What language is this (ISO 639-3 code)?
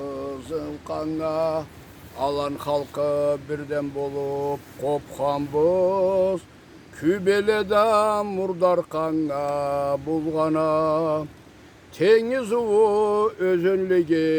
krc